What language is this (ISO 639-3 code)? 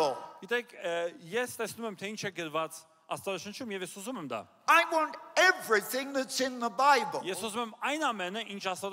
hye